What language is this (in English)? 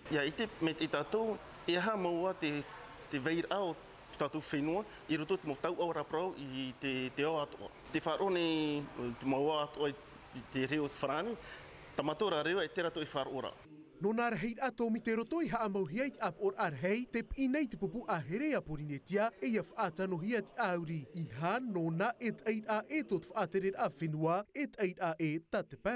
Tahitian